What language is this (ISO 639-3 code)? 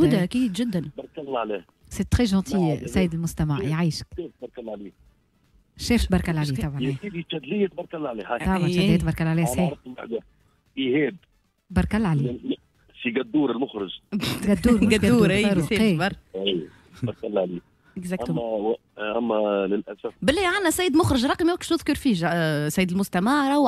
aeb